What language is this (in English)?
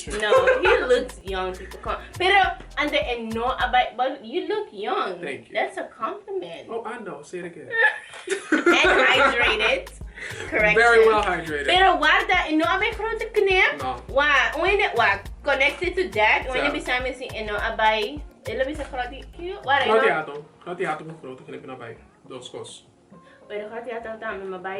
Papiamento